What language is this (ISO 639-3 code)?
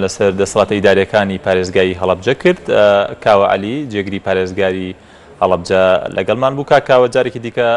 ckb